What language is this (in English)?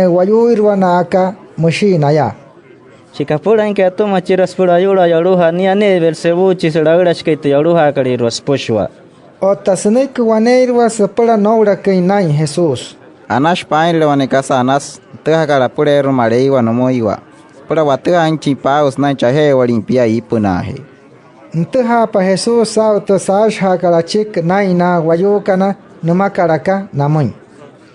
Wayuu